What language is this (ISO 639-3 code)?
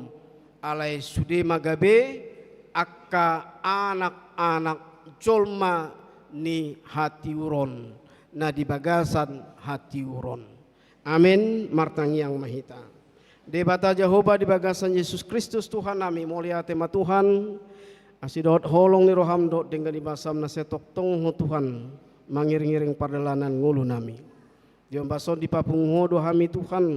bbc